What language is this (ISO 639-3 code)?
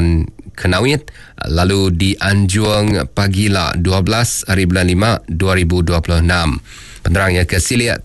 iba